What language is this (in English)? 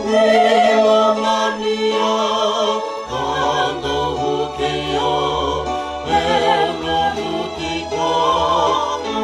Fijian